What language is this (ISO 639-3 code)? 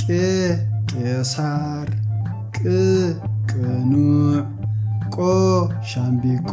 tir